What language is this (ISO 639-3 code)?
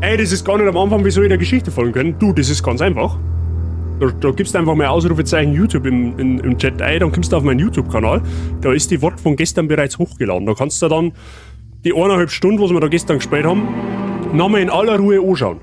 bar